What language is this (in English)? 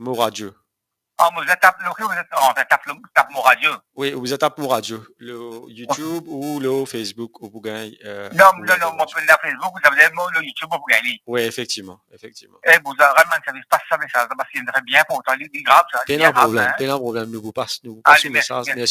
Morisyen